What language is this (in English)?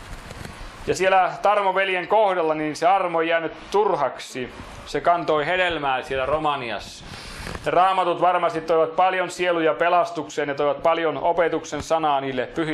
Finnish